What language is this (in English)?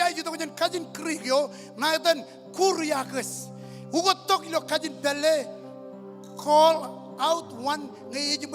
Marshallese